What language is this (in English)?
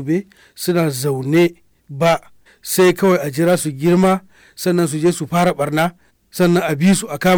Hausa